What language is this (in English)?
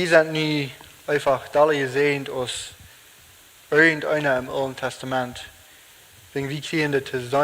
Plautdietsch